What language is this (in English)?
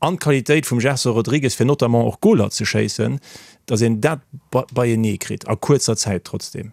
Luxembourgish